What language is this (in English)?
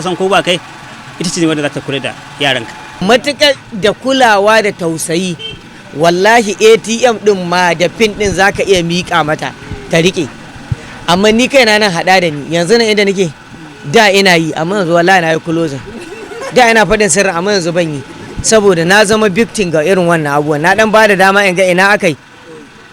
Hausa